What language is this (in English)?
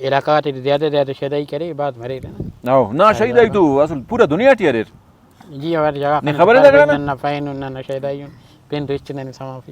Brahui